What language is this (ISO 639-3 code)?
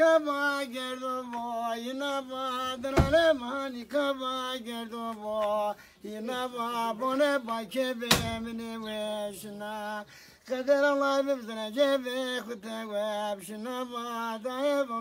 zza